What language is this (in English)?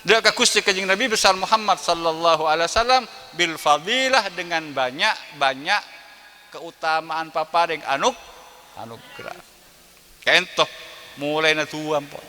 Madurese